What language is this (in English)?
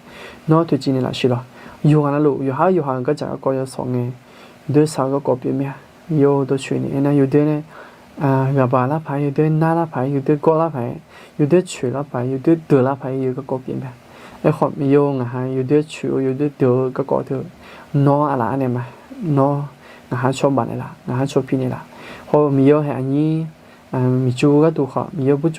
Akha